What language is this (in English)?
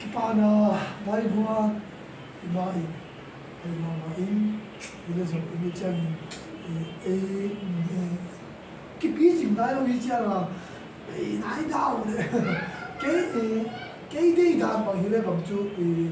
Tedim Chin